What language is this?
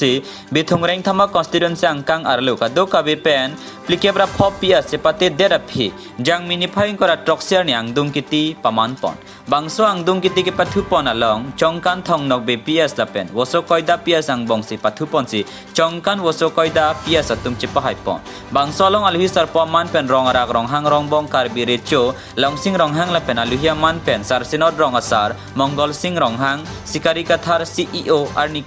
Karbi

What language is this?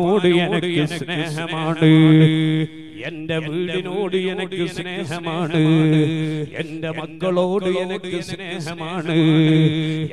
Malayalam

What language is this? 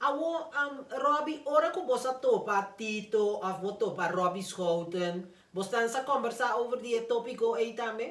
Papiamento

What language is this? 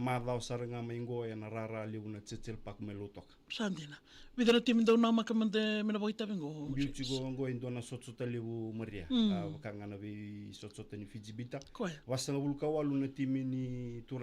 Fijian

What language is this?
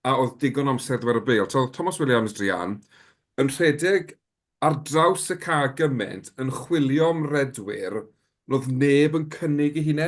Welsh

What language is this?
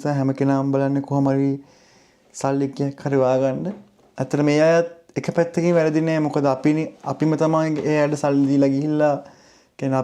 Sinhala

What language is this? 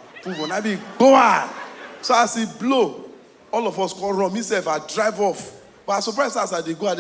Nigerian Pidgin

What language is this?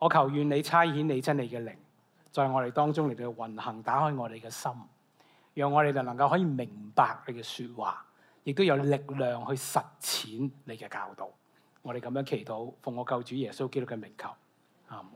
Cantonese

